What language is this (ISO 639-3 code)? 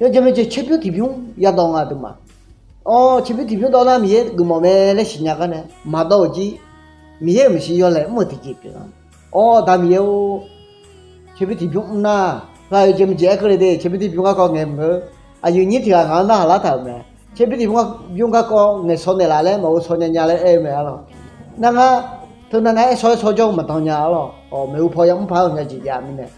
ahk